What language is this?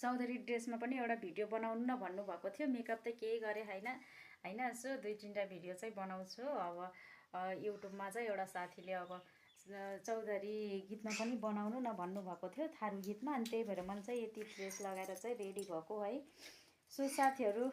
Nepali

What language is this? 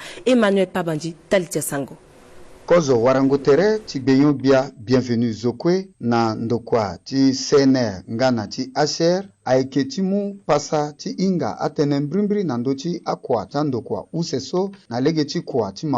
Sango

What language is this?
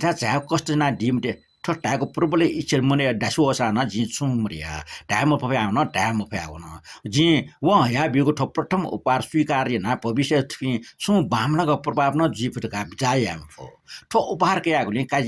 Newari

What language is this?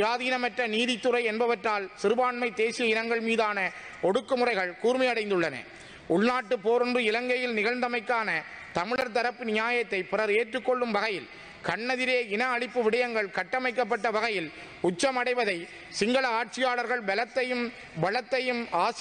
Tamil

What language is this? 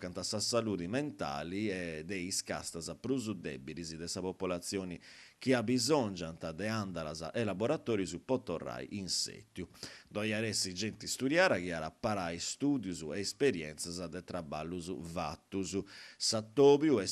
Sardinian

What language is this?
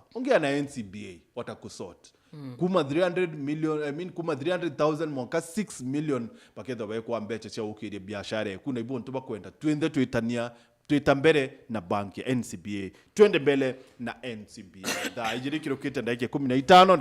Meru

